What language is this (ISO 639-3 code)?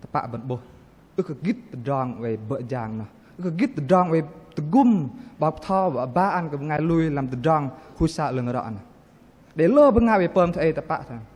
bdq